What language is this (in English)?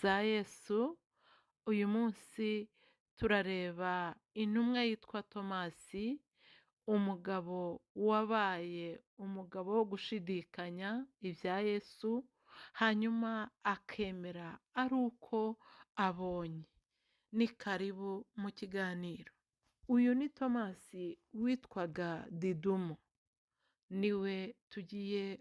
Kinyarwanda